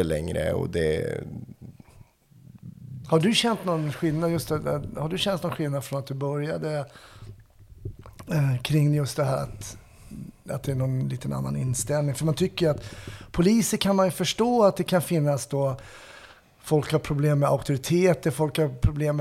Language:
Swedish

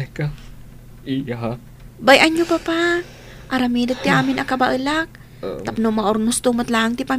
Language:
Iloko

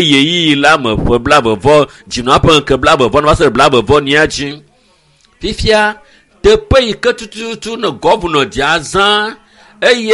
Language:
Ewe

